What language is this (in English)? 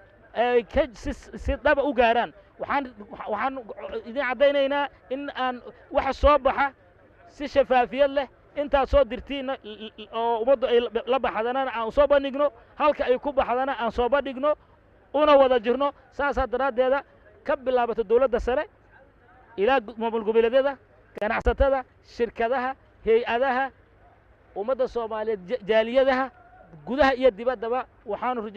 Somali